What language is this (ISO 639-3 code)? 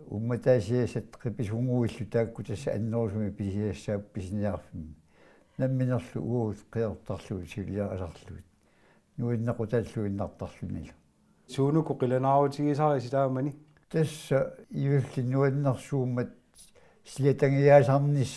kal